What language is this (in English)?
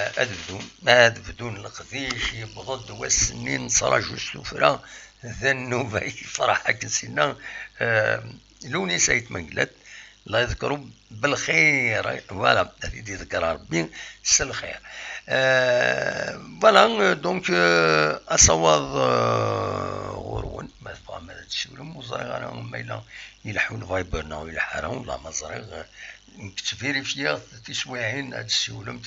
Kabyle